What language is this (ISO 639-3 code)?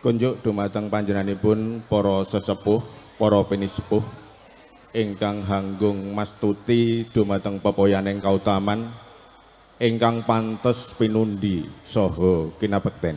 jav